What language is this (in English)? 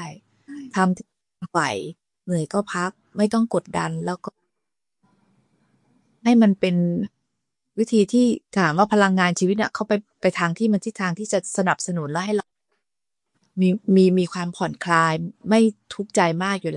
Thai